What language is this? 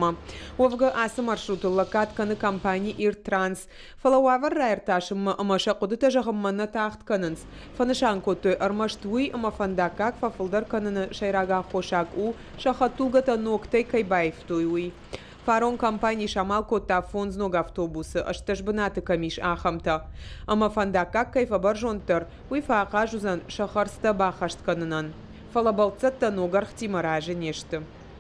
Ossetic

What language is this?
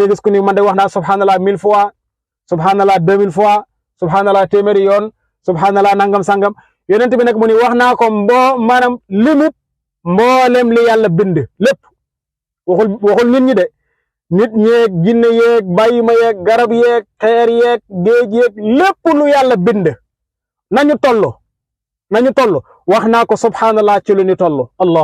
Wolof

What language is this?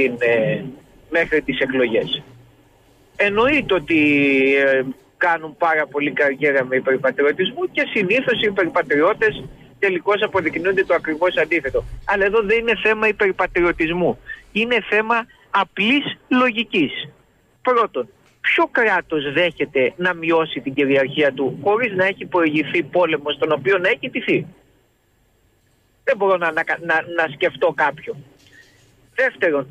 Greek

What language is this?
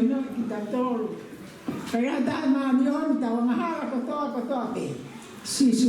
Tongan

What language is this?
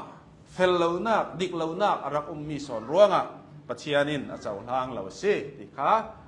Hakha Chin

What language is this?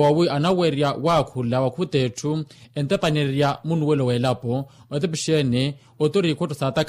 Makhuwa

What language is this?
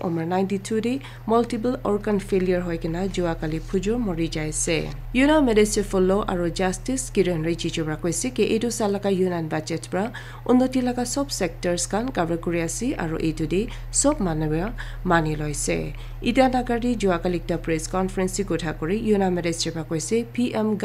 Naga Pidgin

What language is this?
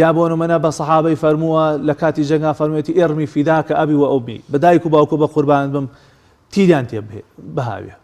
Central Kurdish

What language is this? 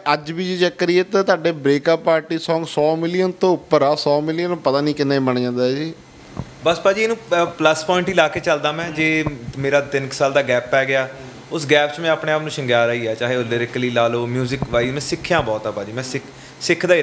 Punjabi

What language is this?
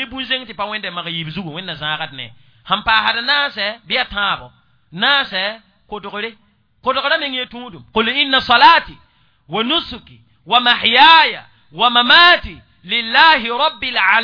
Mossi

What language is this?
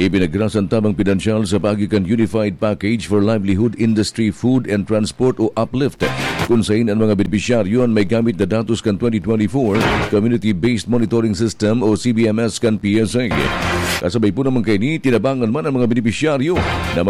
Bikol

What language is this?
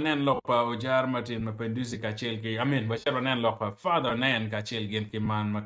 Acoli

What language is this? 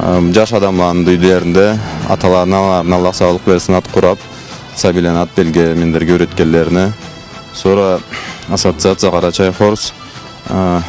Karachay-Balkar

